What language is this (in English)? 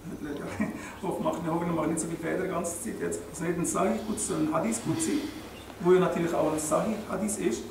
Swiss German